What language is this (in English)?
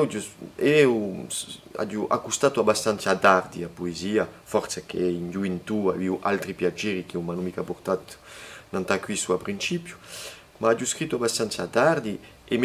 Corsican